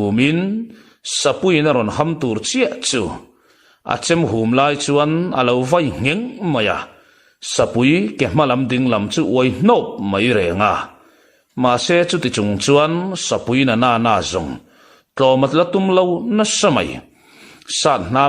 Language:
Mizo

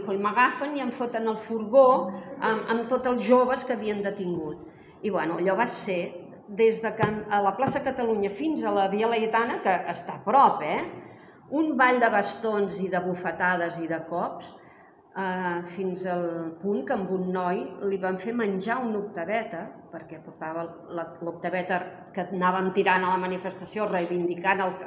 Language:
Catalan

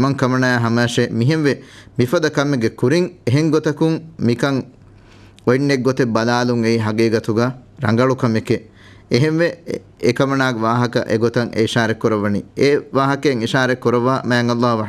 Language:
Divehi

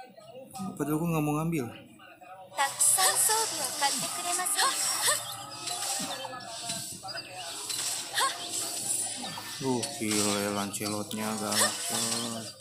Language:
Indonesian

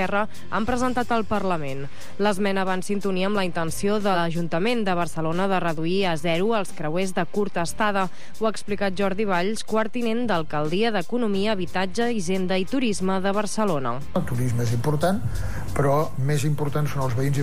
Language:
Catalan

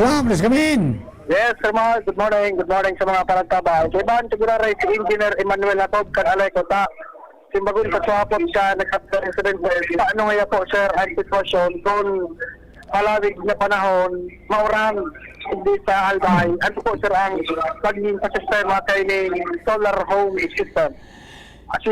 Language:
Bikol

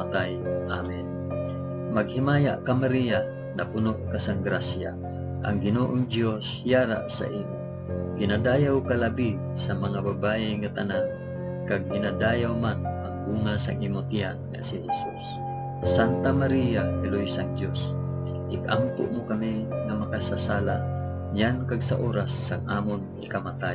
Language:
Hiligaynon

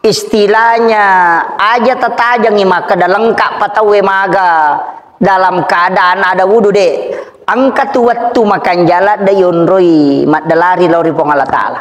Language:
Buginese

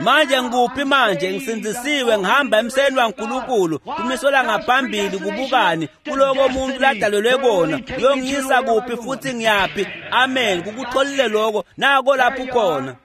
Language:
Swati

